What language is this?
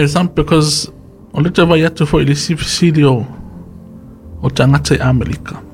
Samoan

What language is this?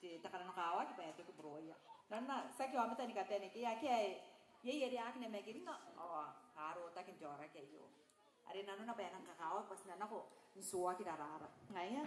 Gilbertese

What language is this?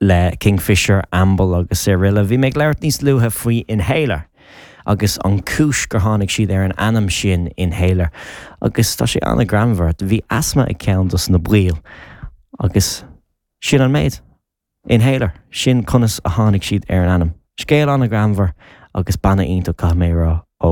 Irish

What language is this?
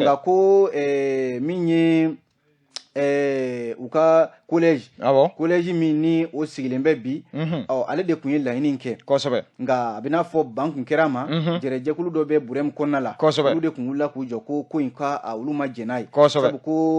Bambara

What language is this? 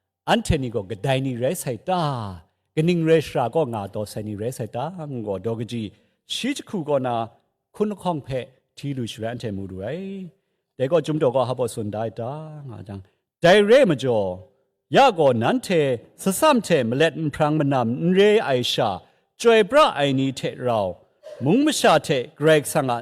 Kachin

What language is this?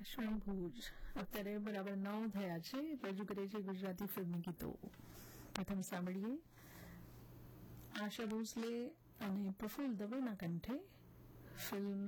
Gujarati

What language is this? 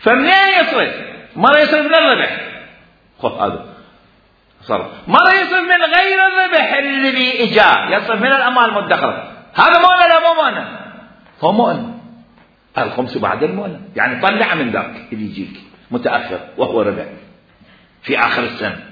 Mesopotamian Arabic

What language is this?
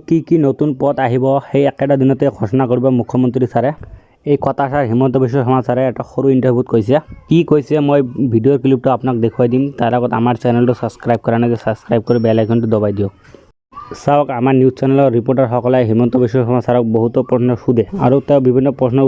Assamese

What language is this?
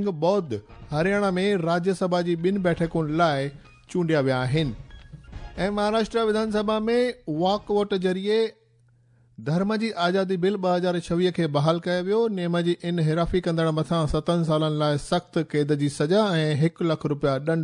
Sindhi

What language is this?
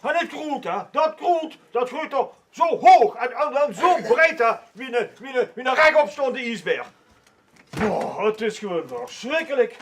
Limburgish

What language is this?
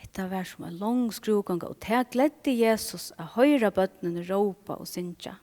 Faroese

